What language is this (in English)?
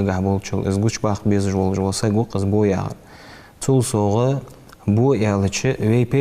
Ingush